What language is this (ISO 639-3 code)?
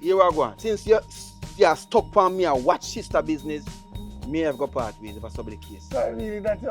jam